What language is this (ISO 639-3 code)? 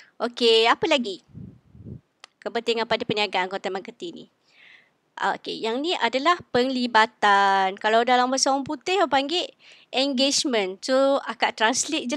msa